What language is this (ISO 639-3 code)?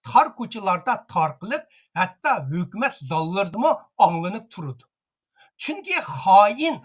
uig